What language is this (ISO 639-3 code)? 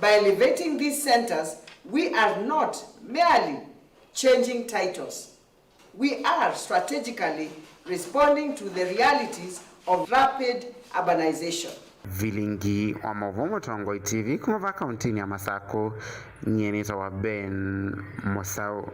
kam